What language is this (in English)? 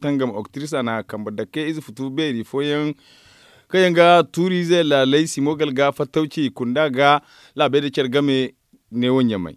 Zarma